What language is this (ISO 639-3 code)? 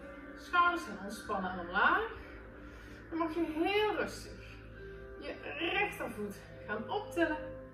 nld